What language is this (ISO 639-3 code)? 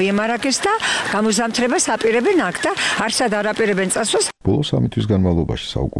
kat